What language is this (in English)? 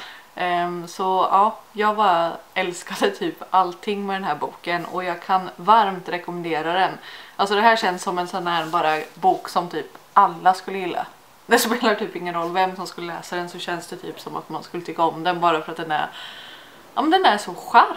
Swedish